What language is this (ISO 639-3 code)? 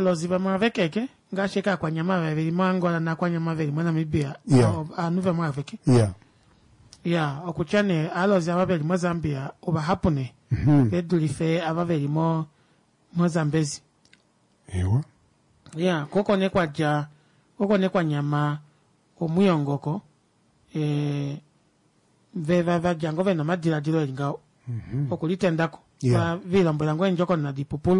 kua